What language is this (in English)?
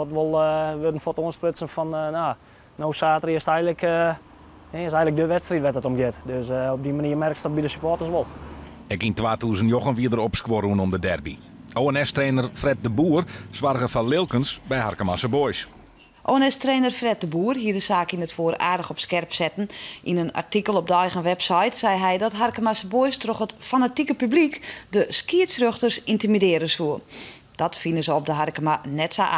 Western Frisian